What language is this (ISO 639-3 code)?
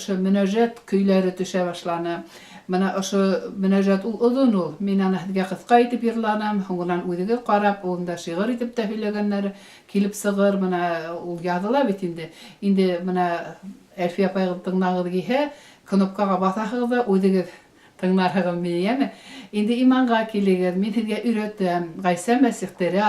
bak